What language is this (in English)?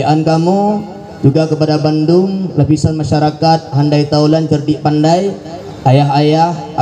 Achinese